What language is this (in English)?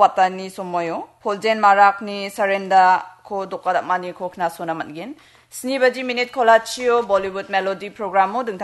Garo